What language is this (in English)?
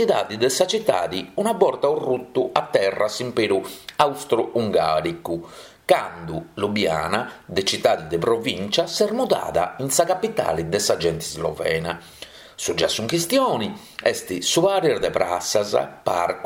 Sardinian